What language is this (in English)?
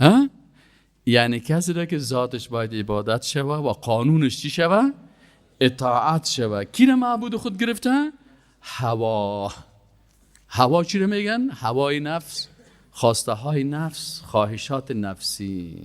Persian